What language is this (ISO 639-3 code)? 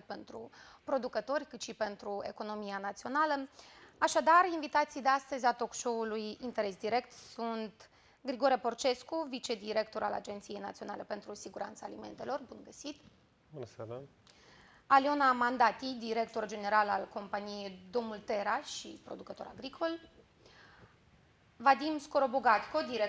ron